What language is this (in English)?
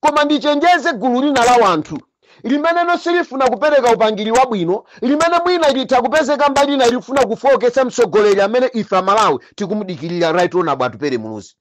Nyanja